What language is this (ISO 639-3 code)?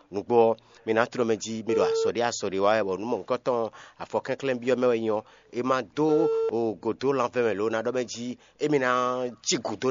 fon